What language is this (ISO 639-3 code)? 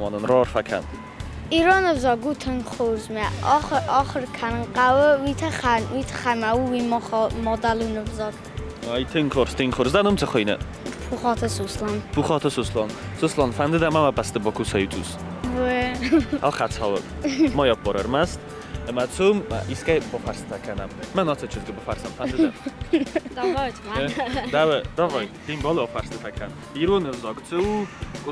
oss